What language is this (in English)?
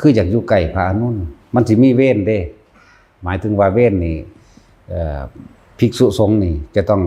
Lao